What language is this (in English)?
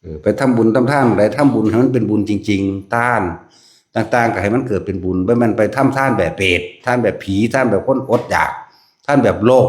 Northeastern Thai